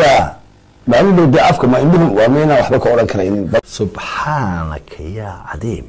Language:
Somali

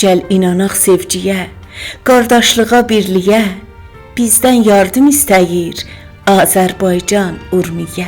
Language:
South Azerbaijani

